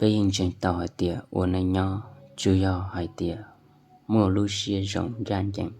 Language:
Hmong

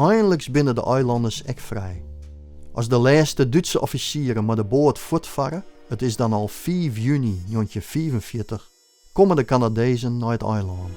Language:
Western Frisian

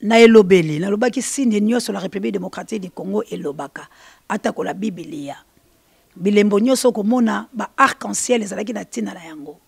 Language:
Lingala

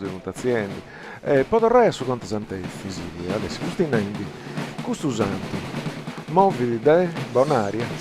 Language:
Sardinian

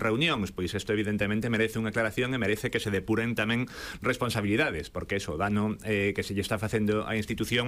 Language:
Galician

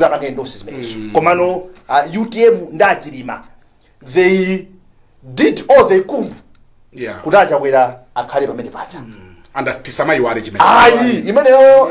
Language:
Nyanja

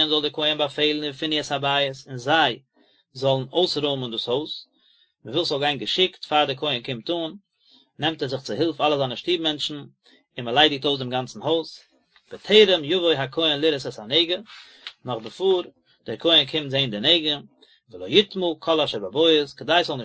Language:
Yiddish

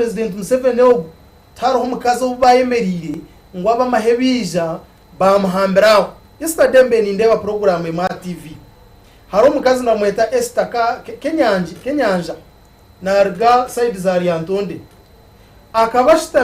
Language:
Nyankole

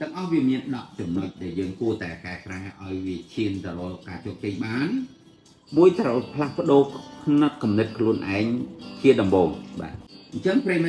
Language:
Khmer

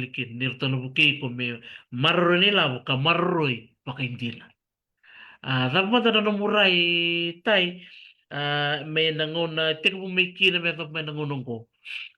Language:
Fijian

